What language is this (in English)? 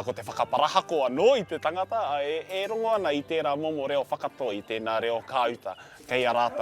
Māori